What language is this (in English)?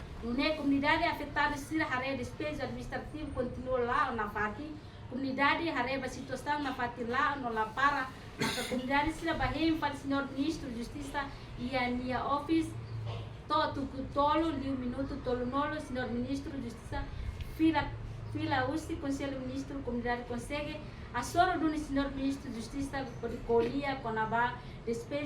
Tetum